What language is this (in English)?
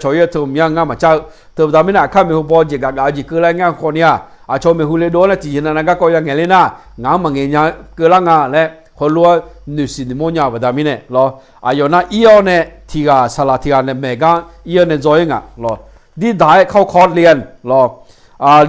Akha